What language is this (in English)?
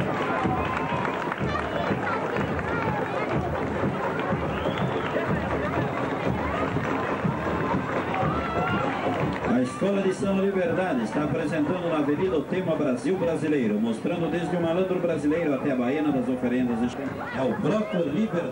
Portuguese